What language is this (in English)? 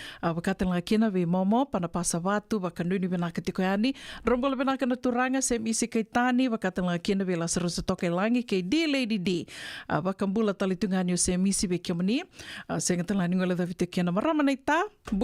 Fijian